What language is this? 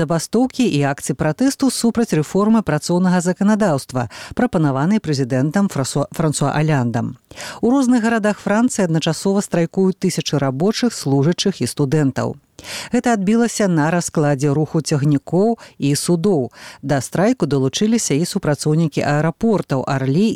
Belarusian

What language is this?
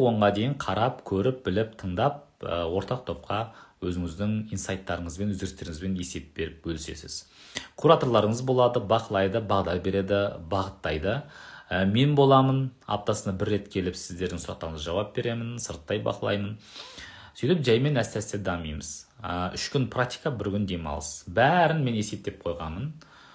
Kazakh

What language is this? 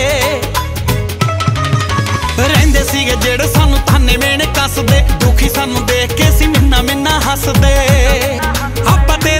Punjabi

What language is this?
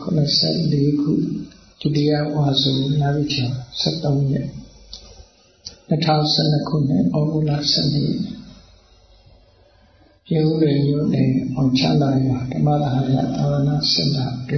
Burmese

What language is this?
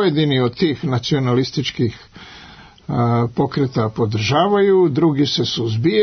Serbian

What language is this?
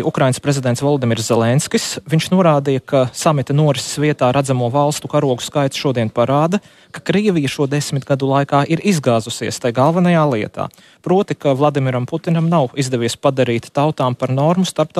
Latvian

